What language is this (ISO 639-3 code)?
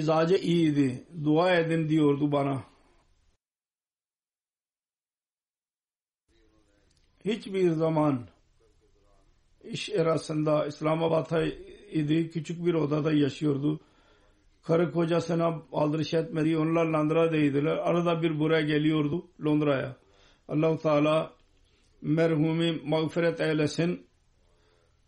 tur